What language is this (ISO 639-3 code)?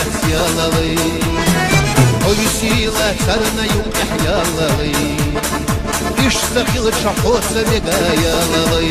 che